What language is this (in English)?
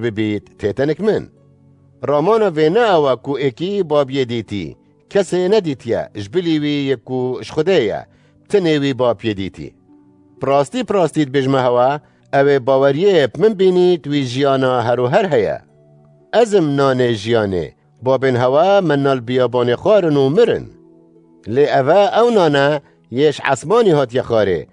Kurdish